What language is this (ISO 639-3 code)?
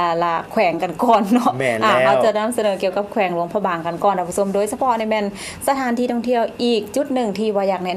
lao